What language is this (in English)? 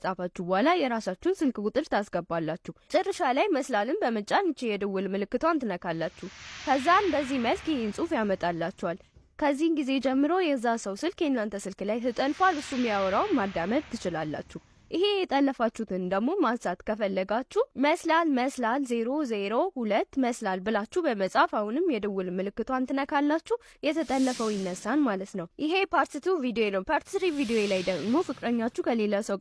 Amharic